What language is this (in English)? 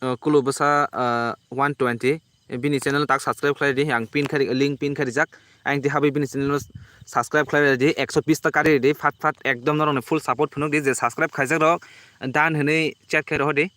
Kok Borok